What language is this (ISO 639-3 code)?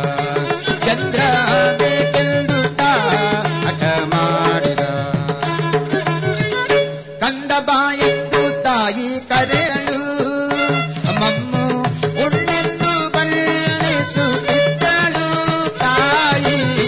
kan